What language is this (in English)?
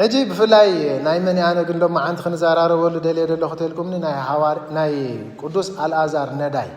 Tigrinya